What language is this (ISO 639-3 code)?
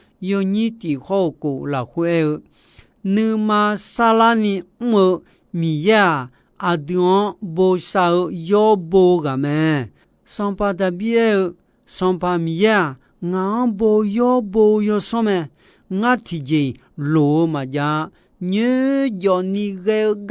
ahk